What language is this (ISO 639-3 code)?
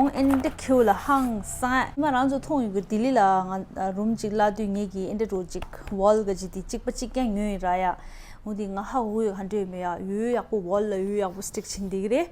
bod